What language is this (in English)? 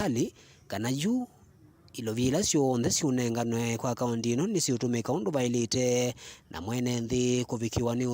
Kamba